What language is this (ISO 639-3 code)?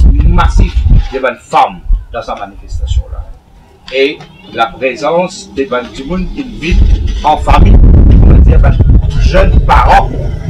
mfe